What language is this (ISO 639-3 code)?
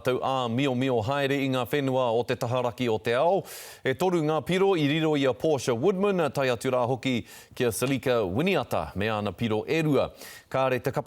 mri